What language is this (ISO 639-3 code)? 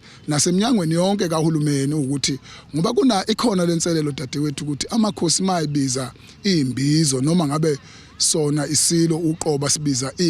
zul